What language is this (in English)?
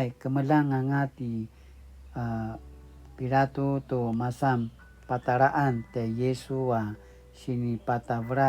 Paiwan